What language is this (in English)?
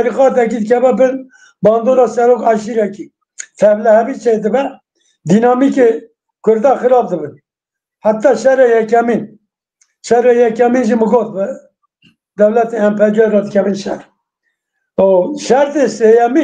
Kurdish